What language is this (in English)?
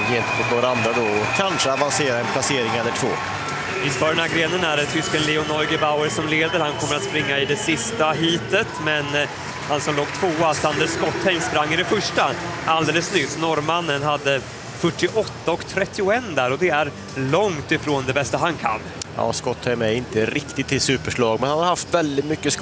Swedish